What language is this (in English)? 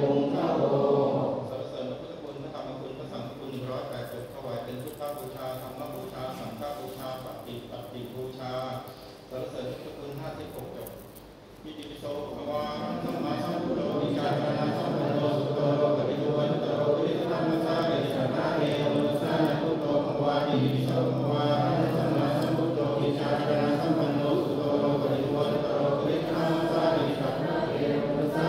Pali